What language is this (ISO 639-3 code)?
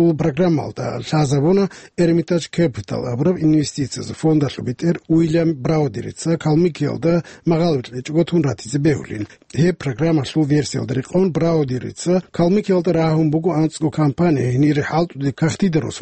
ava